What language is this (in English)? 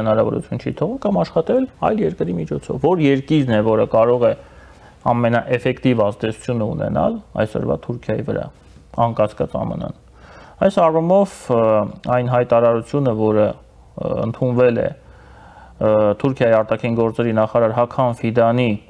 Armenian